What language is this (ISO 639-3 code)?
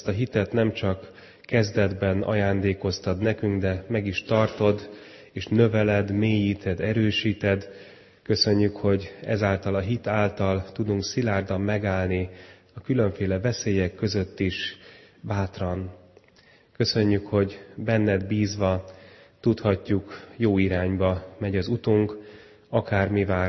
hun